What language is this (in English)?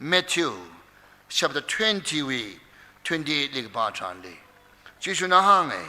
Tangkhul Naga (India)